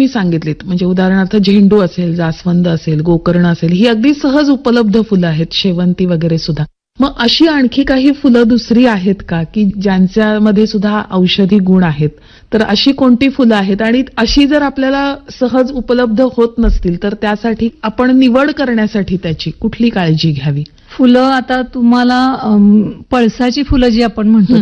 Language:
Marathi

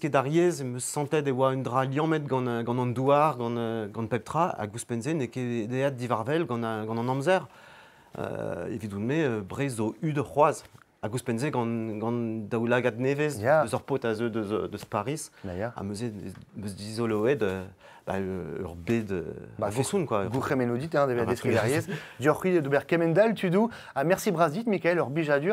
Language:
Breton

